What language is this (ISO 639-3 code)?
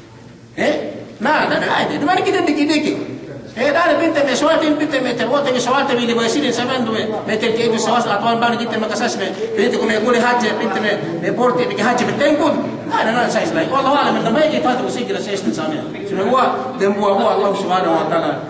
yka